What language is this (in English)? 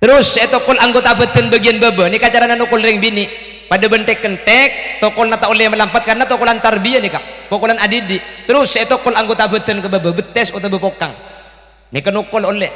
Madurese